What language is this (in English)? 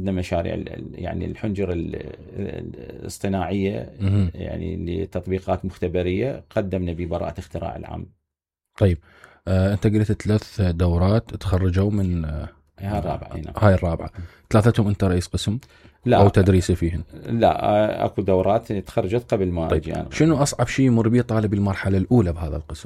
Mesopotamian Arabic